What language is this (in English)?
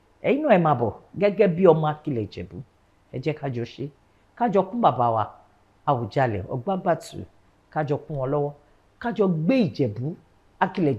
Yoruba